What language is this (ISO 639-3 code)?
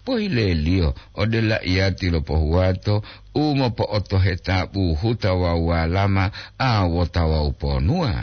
gor